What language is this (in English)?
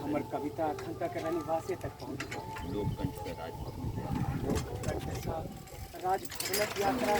Maithili